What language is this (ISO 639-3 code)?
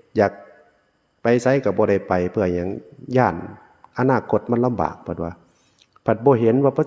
tts